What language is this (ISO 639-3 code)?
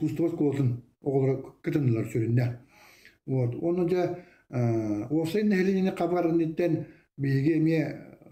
sah